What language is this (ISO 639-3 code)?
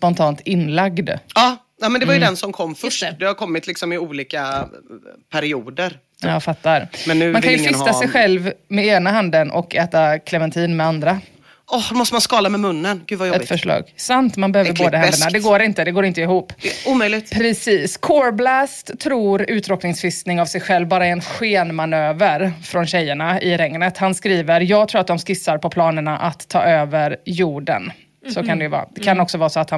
swe